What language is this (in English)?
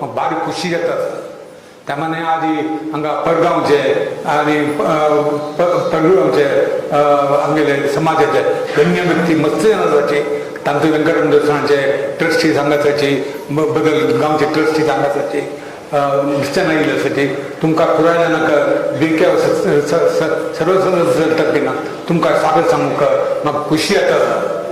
Konkani